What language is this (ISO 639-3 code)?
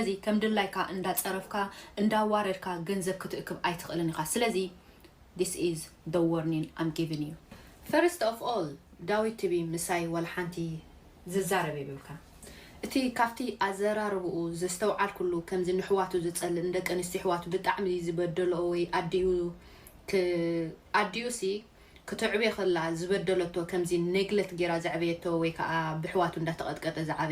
tir